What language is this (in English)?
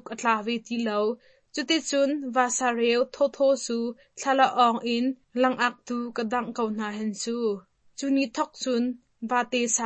Hakha Chin